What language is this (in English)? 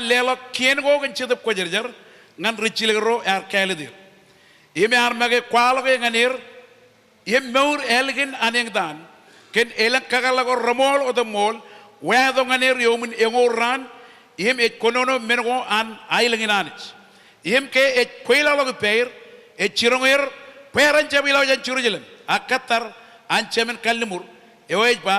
Marshallese